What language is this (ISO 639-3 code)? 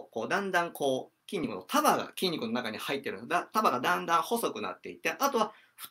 jpn